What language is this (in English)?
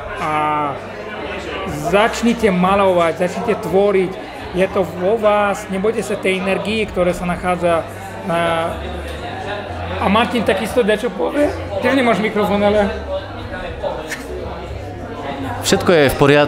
Slovak